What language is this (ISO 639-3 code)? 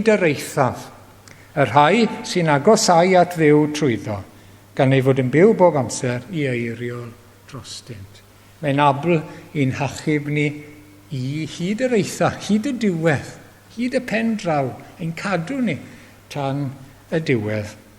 cym